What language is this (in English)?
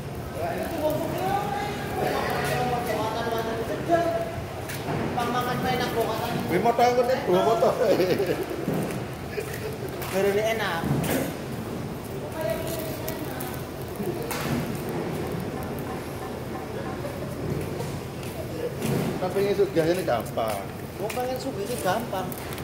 Indonesian